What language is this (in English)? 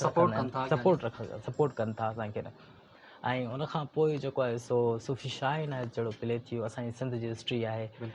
Sindhi